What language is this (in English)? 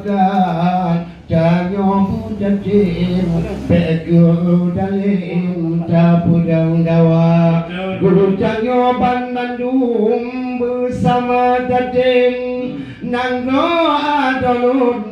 Achinese